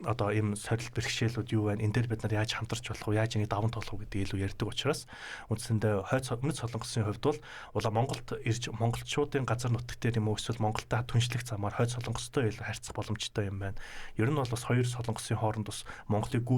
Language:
Mongolian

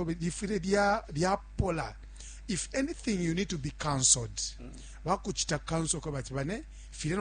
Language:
Bemba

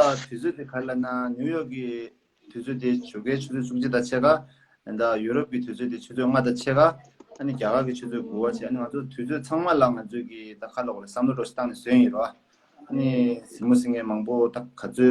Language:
Tibetan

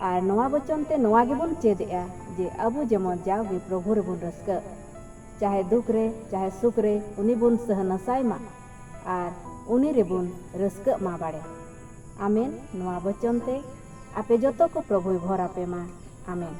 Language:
Santali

